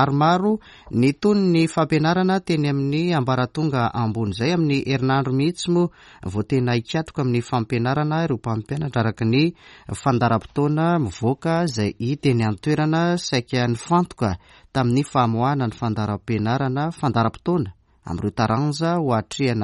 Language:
Malagasy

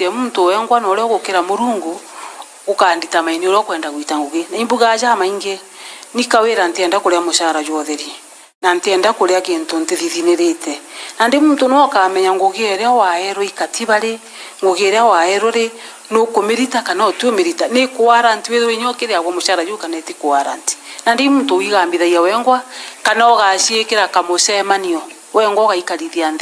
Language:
Meru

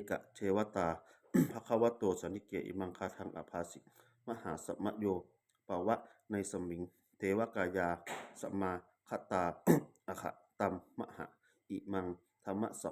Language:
Pali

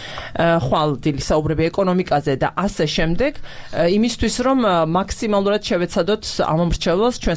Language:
Georgian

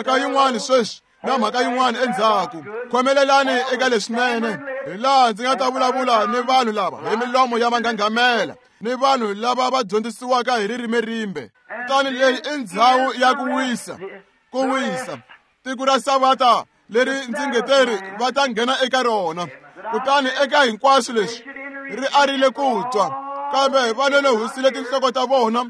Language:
Tsonga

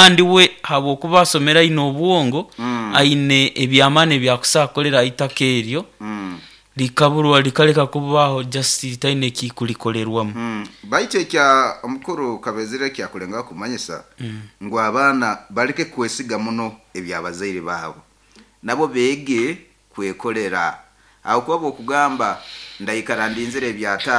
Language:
Nyoro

